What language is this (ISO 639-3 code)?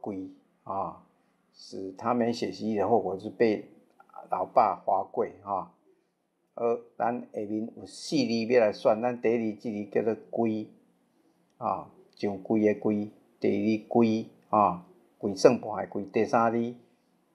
nan